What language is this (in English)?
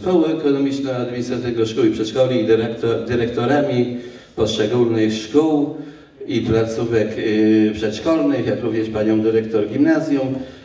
Polish